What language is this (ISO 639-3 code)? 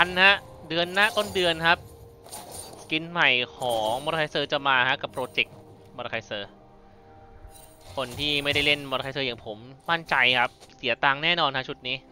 tha